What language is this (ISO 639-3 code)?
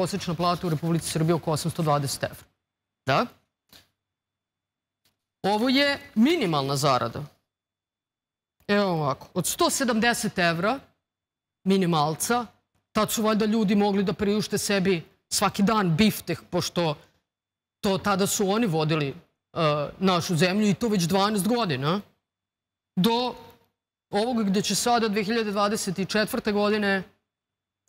srp